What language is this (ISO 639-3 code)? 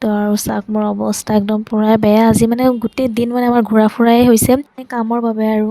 asm